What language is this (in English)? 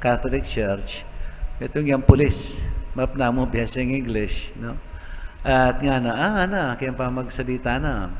Pampanga